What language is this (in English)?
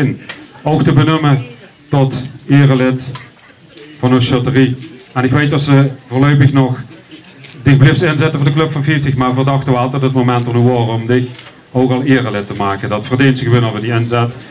Limburgish